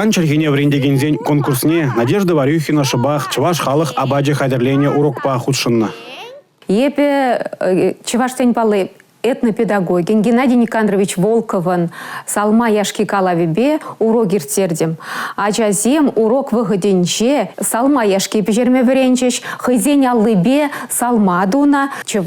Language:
Chuvash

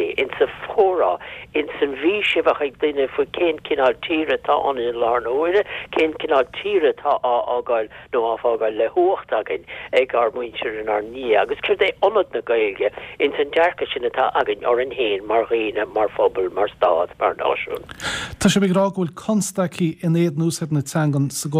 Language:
Irish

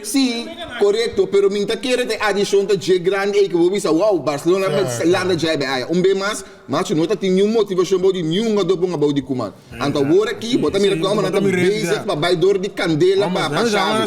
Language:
Papiamento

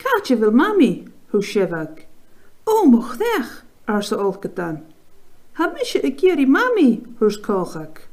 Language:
Scottish Gaelic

